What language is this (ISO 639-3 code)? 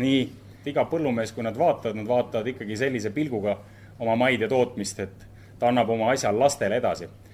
est